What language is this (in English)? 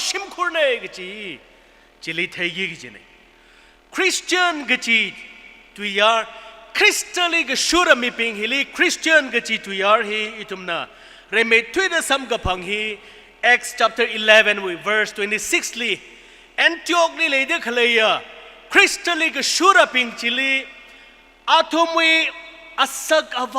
Tangkhul Naga (India)